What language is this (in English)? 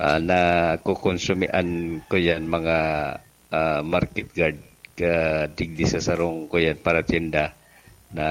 Bikol